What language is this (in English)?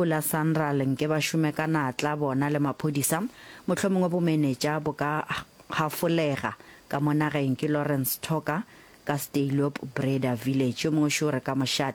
Northern Sotho